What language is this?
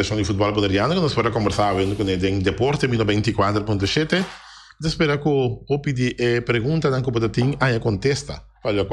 Papiamento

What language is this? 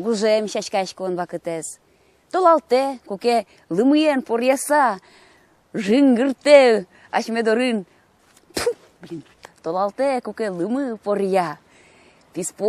Udmurt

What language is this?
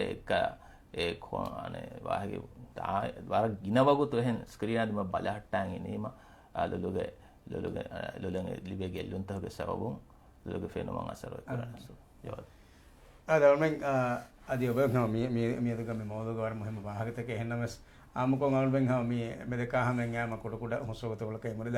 Divehi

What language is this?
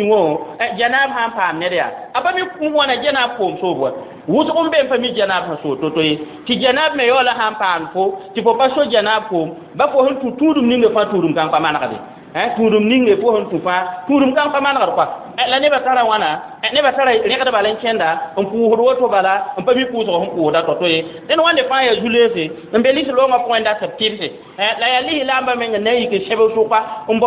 Mossi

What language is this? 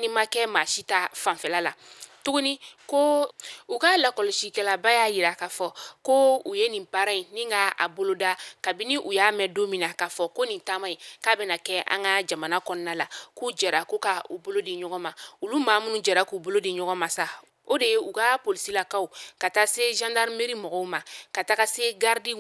Bambara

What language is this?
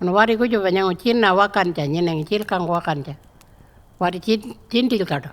Pitjantjatjara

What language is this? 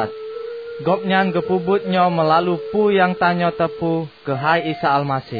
Achinese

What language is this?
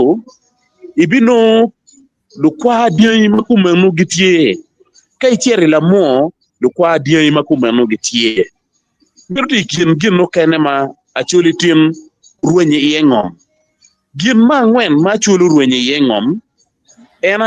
Acoli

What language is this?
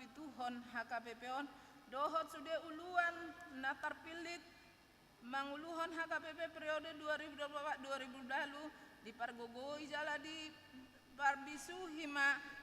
Batak Toba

